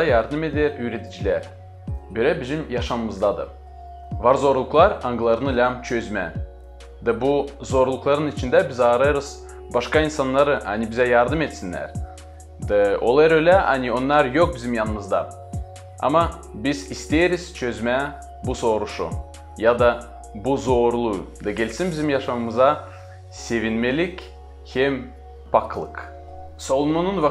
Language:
Gagauz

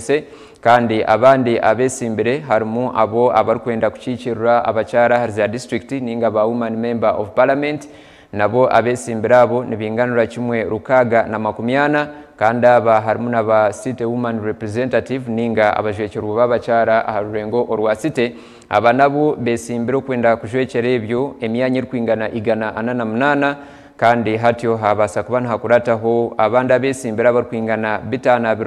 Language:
Nyankole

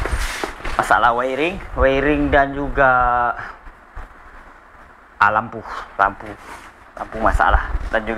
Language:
Malay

